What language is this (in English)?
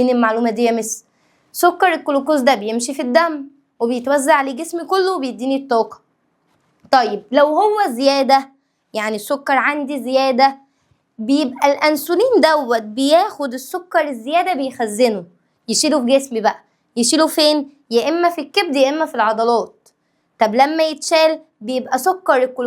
Egyptian Arabic